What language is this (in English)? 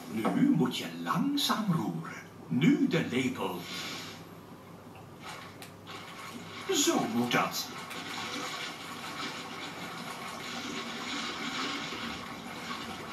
Dutch